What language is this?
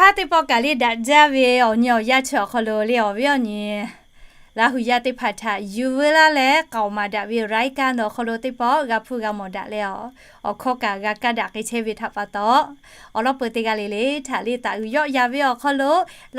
Lahu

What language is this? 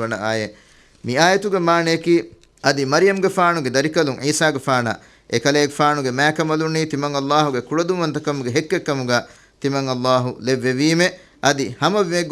Divehi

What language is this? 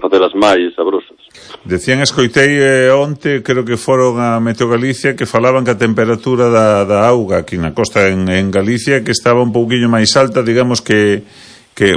Galician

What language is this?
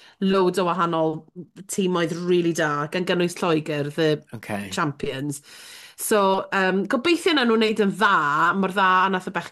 Welsh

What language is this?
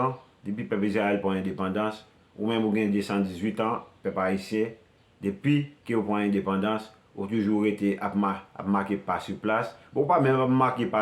Haitian Creole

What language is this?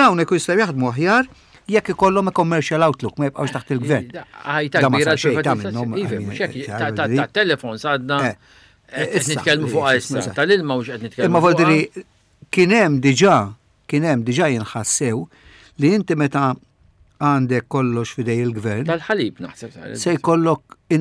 Maltese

